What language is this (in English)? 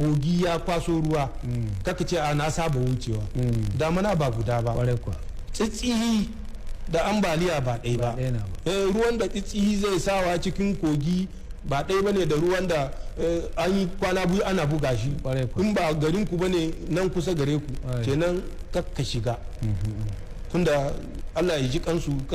Hausa